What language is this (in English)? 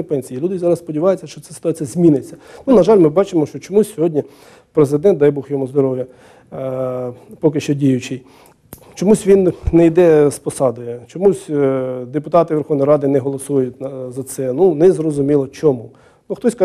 Ukrainian